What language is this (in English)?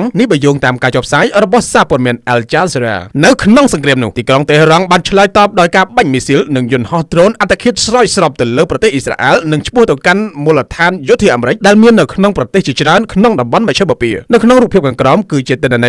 Khmer